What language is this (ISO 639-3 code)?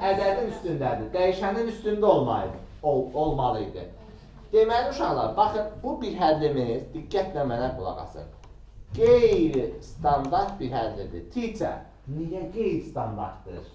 aze